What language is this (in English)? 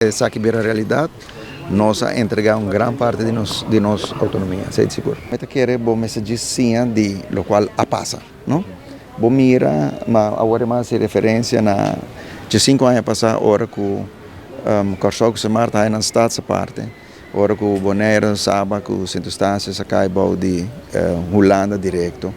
Papiamento